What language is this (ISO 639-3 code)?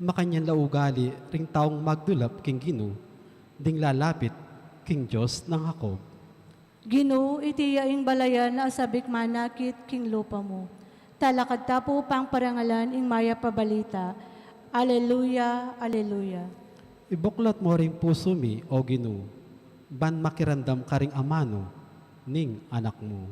pam